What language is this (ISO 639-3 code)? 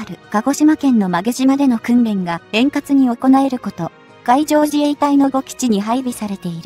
jpn